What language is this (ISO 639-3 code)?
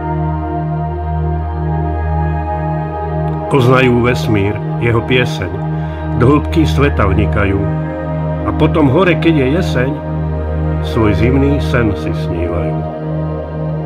slk